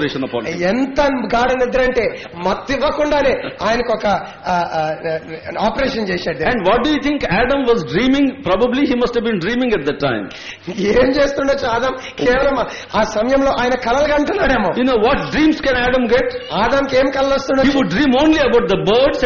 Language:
Telugu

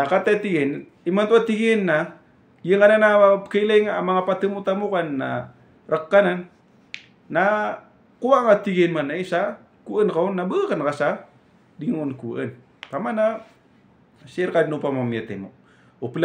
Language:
Maranao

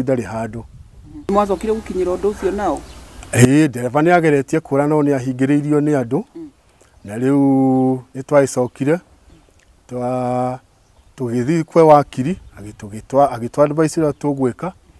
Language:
Kikuyu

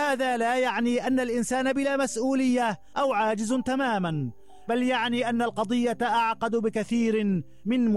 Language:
Arabic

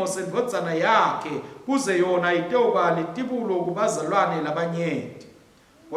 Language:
Swati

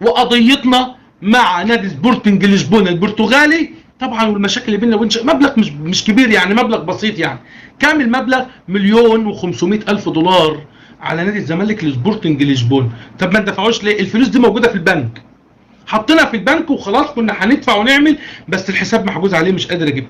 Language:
Egyptian Arabic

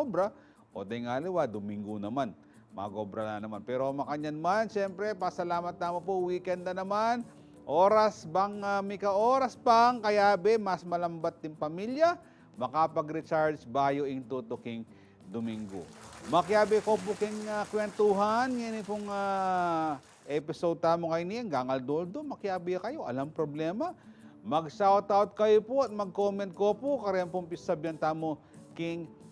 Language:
Pampanga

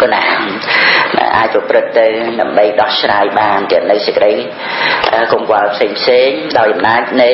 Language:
Khmer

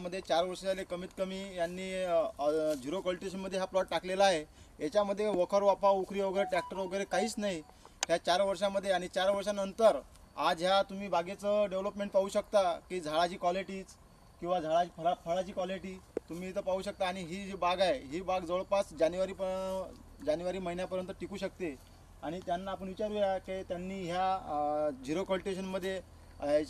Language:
Marathi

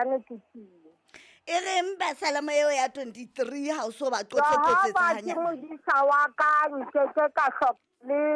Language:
Southern Sotho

